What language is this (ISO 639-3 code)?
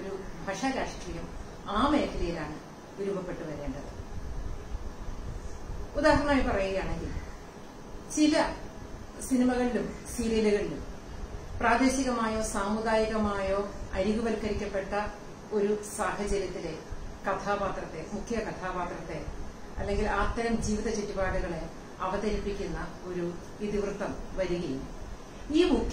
mal